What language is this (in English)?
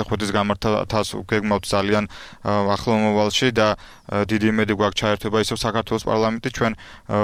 Georgian